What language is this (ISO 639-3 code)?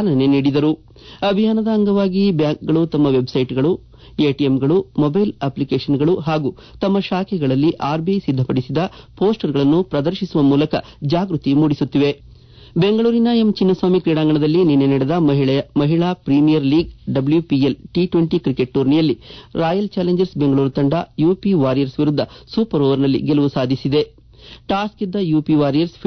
kan